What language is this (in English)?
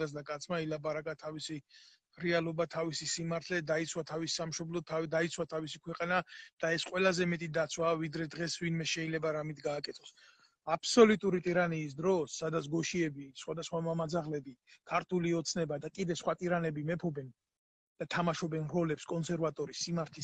Georgian